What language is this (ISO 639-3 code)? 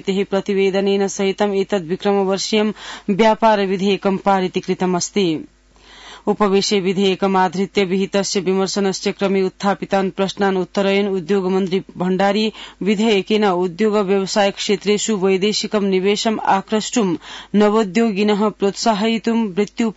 san